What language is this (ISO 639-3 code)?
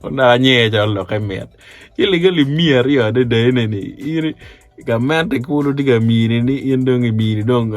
ach